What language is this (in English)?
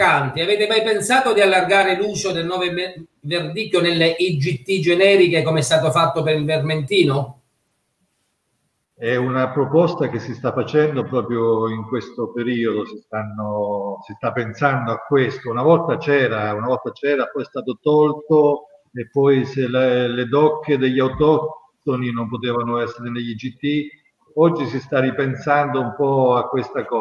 Italian